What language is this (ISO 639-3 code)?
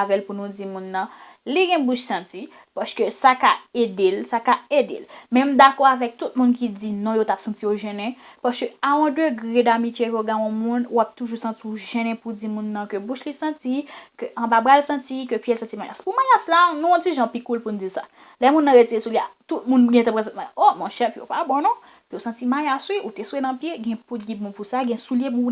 hat